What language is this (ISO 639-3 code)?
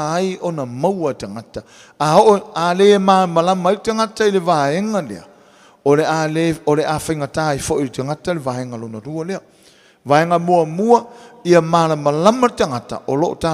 smo